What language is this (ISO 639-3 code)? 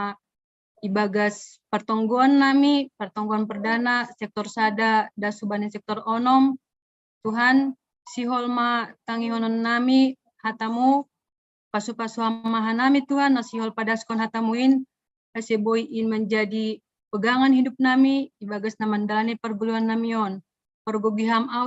bts